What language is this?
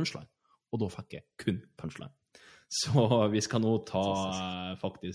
Norwegian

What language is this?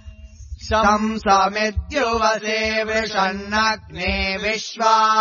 Sanskrit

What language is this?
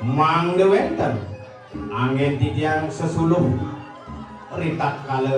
Balinese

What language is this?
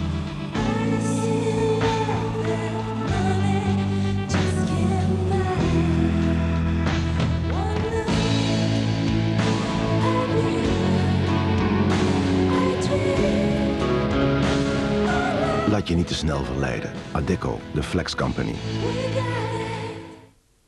Dutch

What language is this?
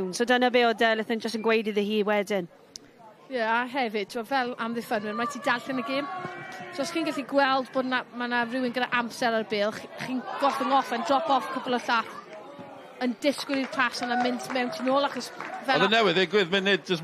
Welsh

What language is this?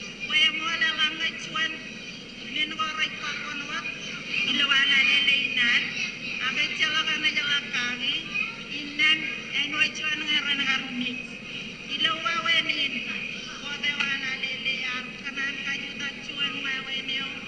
Marshallese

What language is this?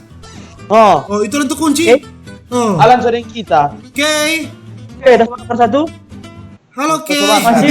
Manado Malay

